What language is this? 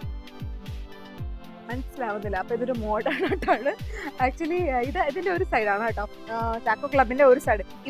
Malayalam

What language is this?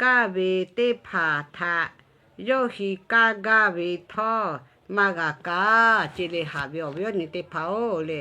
Lahu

